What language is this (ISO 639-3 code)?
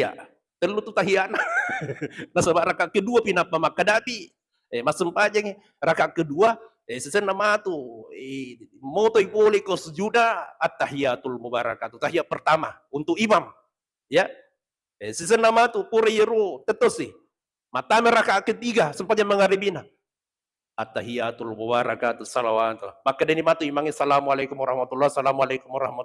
bug